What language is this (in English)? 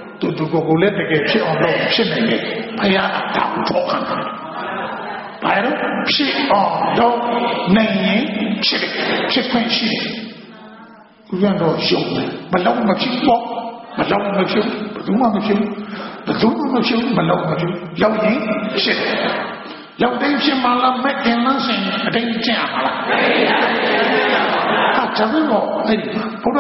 Burmese